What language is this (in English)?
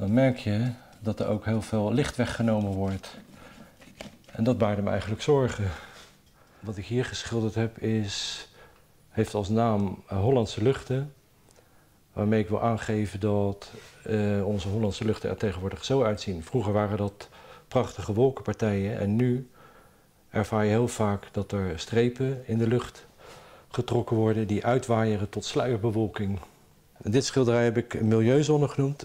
Dutch